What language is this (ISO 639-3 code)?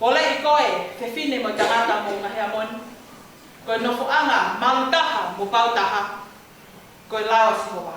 ton